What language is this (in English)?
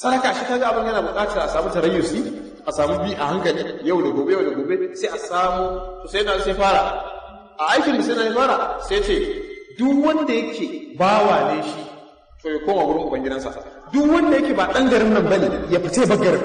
Hausa